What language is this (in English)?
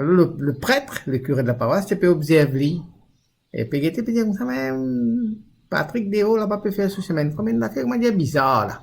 Morisyen